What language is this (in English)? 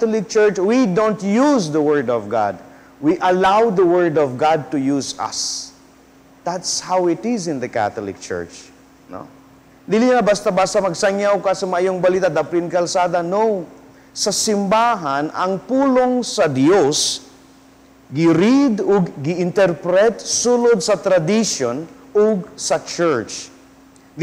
Cebuano